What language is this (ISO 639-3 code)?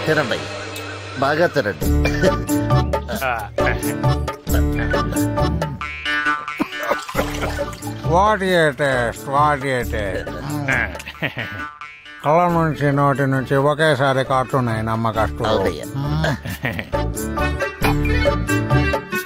tel